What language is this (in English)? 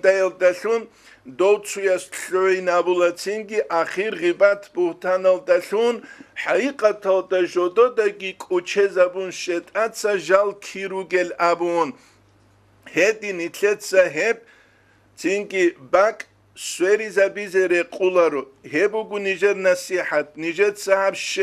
Avaric